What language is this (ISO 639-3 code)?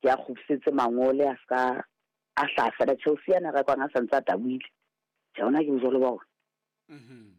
sot